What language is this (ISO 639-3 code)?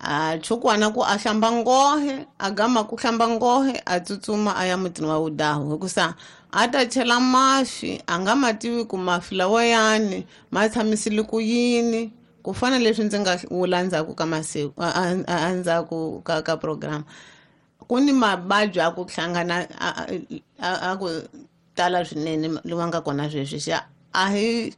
tso